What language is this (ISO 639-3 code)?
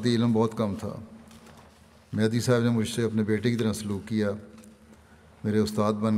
urd